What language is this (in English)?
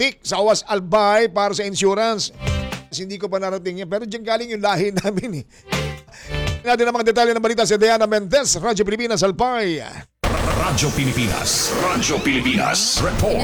Filipino